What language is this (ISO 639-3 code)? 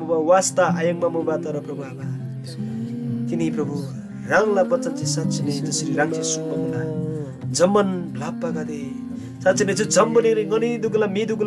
taj